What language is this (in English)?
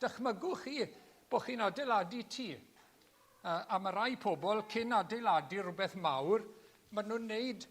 Welsh